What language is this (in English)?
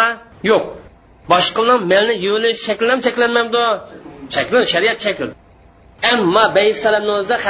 Uyghur